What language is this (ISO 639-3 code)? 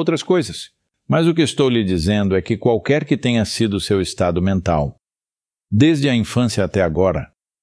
por